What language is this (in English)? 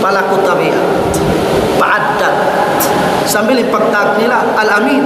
Tausug